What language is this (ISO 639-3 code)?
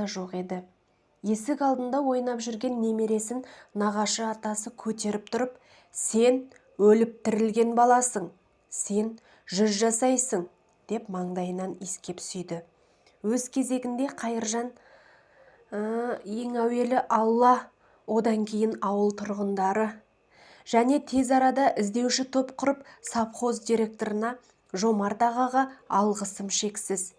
kaz